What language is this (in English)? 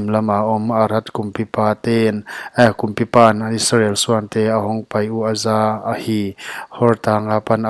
Paite Chin